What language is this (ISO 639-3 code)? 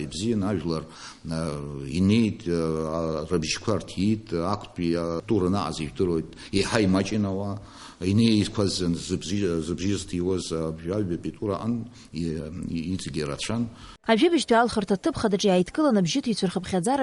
abk